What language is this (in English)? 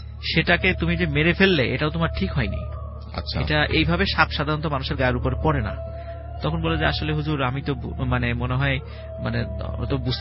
Bangla